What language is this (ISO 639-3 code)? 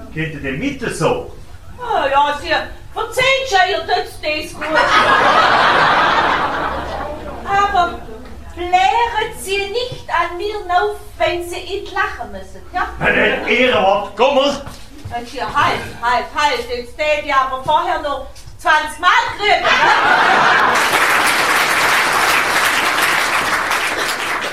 deu